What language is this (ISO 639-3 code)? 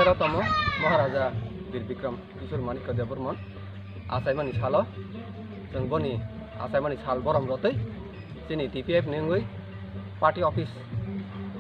trp